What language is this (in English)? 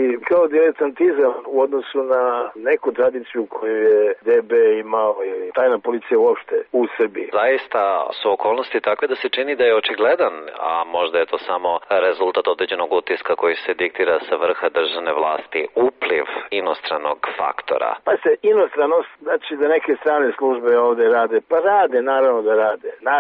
Serbian